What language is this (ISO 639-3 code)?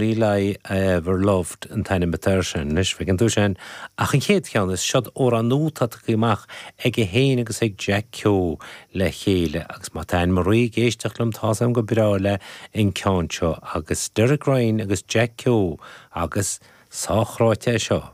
gle